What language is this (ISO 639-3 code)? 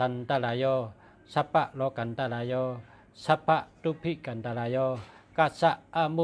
shn